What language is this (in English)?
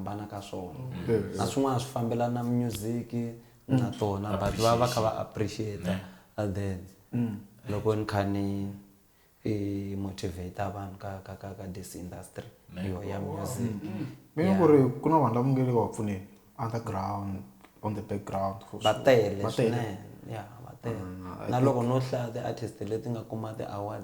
Tsonga